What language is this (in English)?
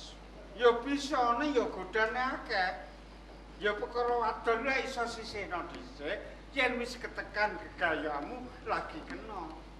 Javanese